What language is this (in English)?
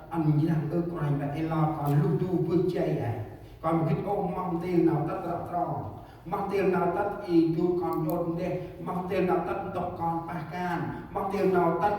Central Mnong